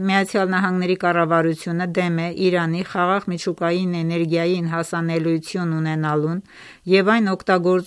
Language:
Armenian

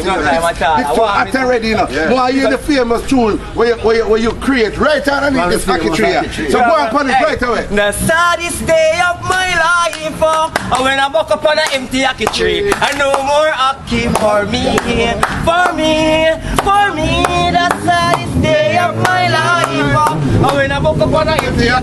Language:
Jamaican Creole English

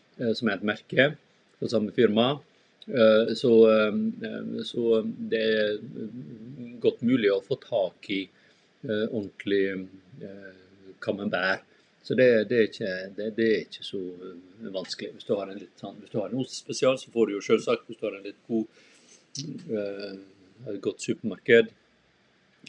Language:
Norwegian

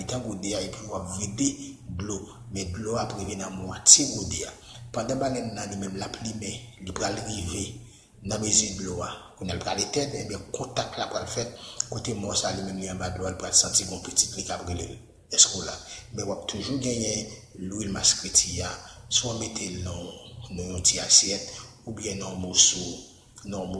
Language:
Haitian Creole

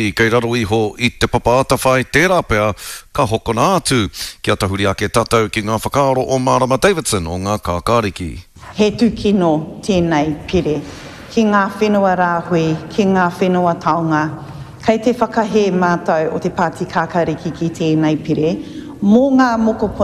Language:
Māori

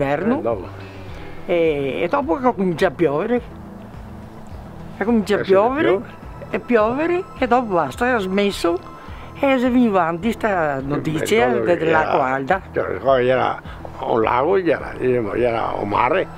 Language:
Italian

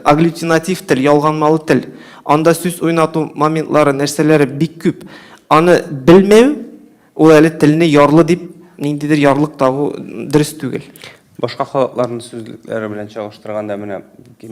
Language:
Tatar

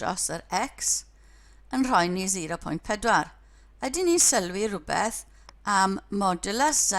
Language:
Welsh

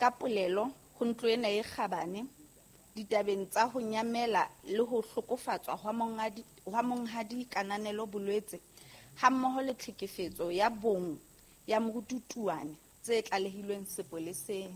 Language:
Southern Sotho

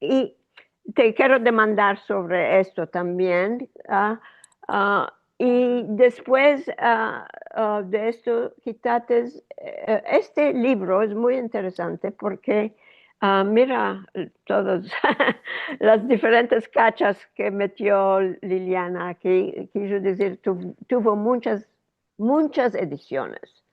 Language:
Ladino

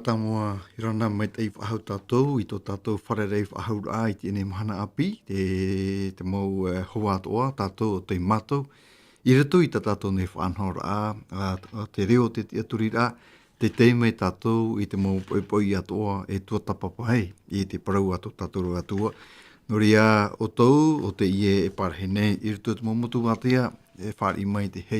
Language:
Tahitian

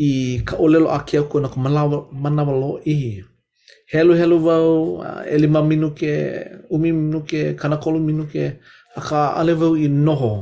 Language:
Hawaiian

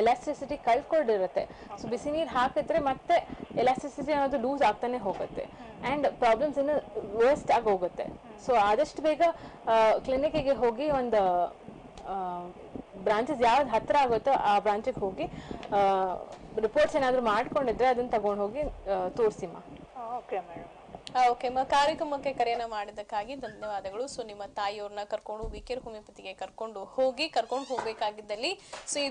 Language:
Kannada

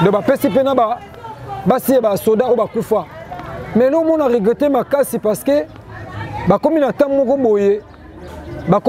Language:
Lingala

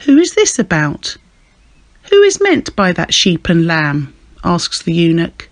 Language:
English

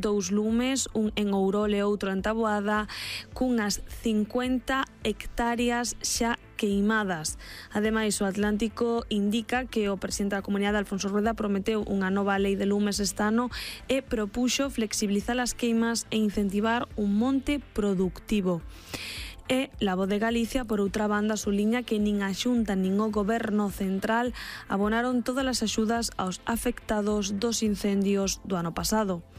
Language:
Galician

